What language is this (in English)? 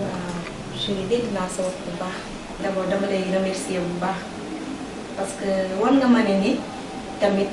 Wolof